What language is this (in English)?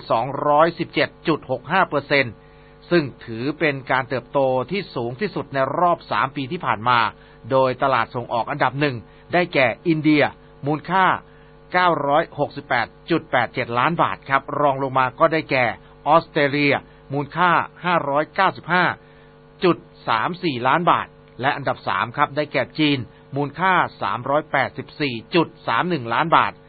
Thai